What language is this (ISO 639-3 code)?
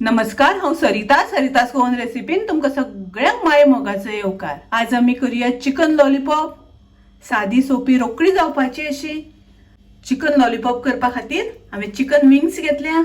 kok